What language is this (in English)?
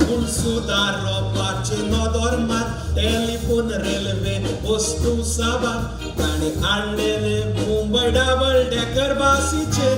Konkani